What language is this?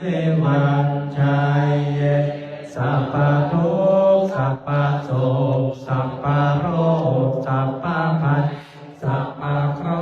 Pali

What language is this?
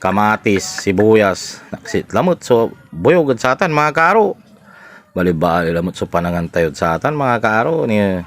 Pangasinan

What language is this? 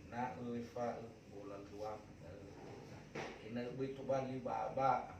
Nias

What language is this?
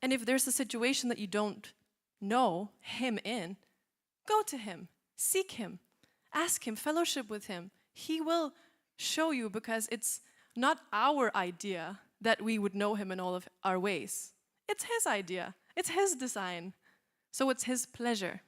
English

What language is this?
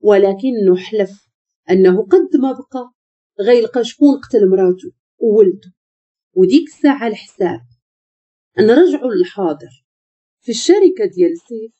Moroccan Arabic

